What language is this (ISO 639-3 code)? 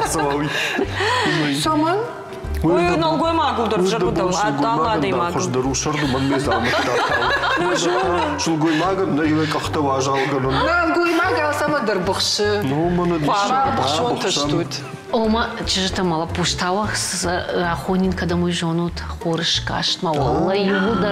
oss